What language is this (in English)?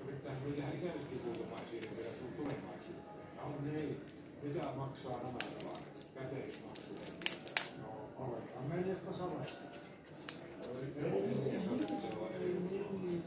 Finnish